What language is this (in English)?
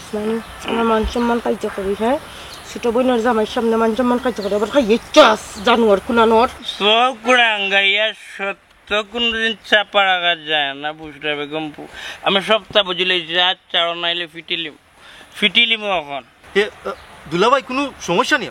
Sylheti